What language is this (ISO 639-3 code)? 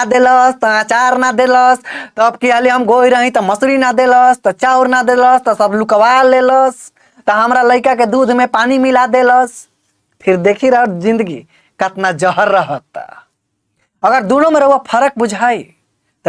bho